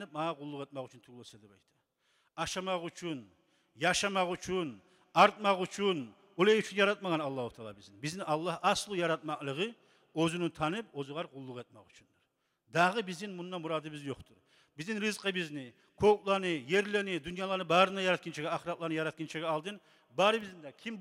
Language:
Kumyk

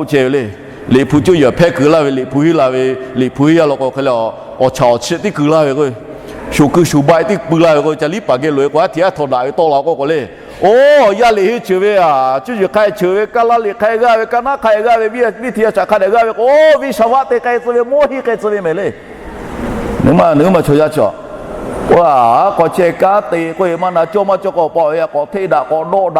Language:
Lahu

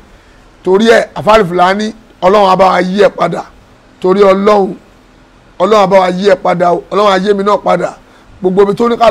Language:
Yoruba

